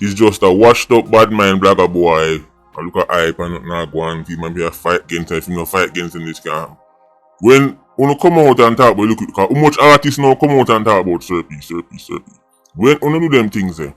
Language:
Jamaican Creole English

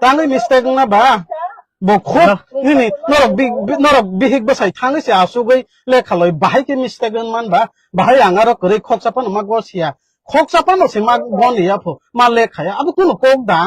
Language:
Kok Borok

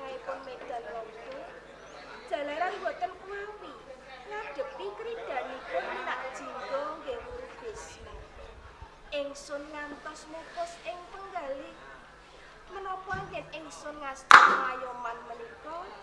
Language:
Javanese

